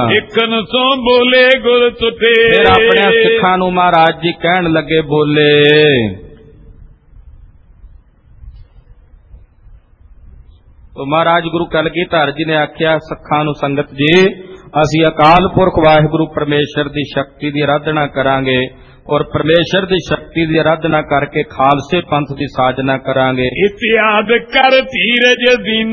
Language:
Punjabi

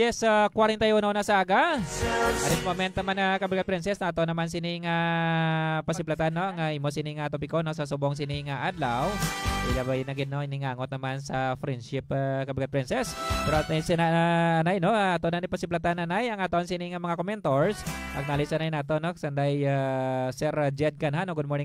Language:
Hiligaynon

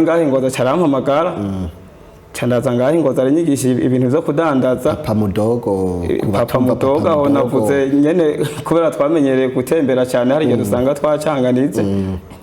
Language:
Rundi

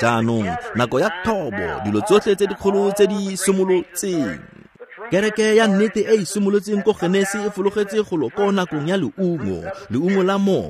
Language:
Tswana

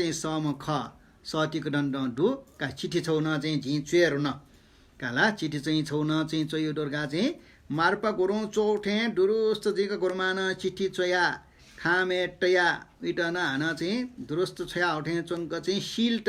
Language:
Newari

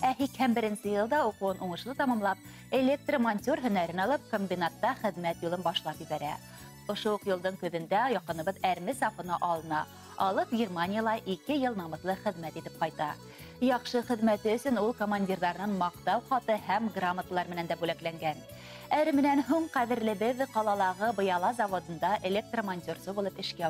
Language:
Bashkir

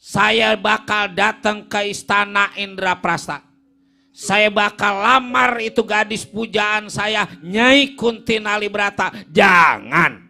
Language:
Betawi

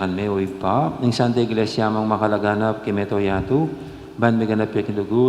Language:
Pampanga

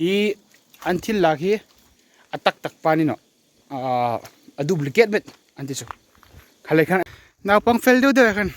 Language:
Hmar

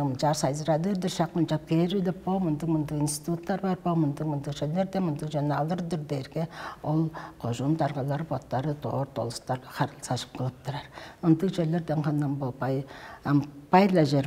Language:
Tuvinian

